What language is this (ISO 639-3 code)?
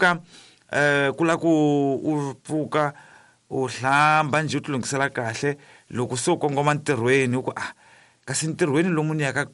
tso